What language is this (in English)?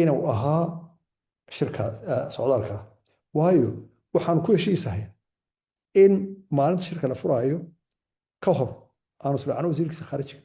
Somali